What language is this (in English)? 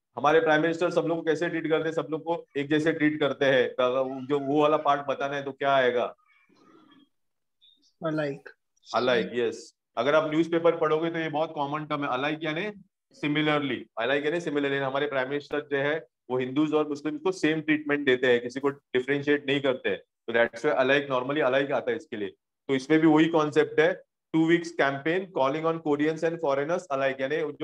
Hindi